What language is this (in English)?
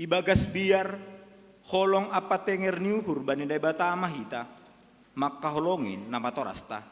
Batak Simalungun